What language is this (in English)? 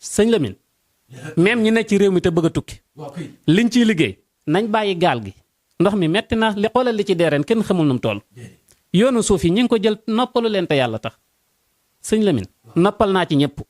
Wolof